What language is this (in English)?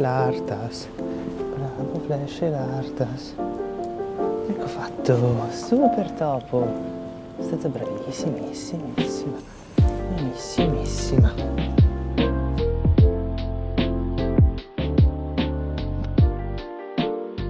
Italian